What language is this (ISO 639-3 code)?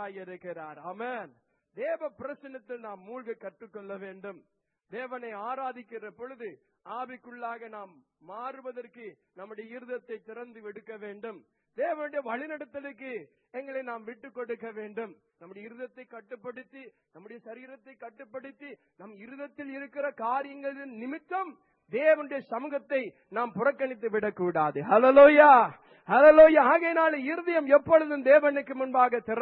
tam